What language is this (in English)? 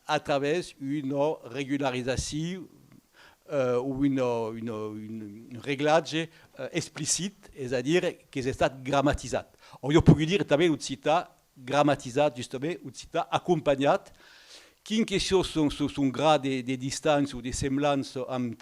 Occitan